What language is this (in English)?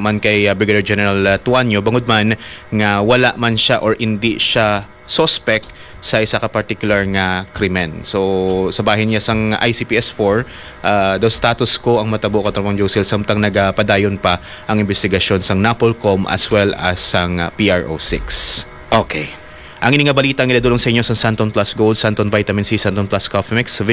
Hiligaynon